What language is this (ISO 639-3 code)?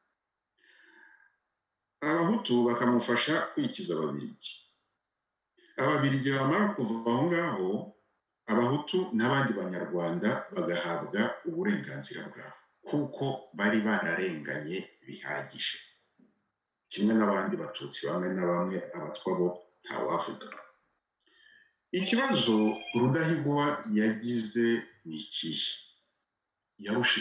kin